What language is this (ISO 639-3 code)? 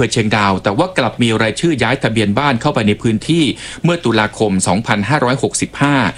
tha